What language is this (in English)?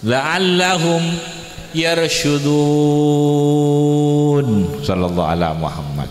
Madurese